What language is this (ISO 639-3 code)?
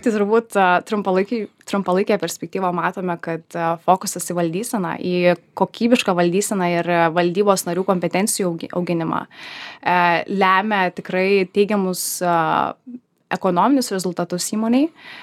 lit